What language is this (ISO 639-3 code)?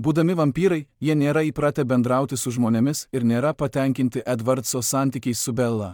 lit